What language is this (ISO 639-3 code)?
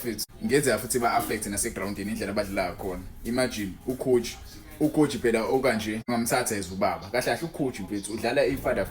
zul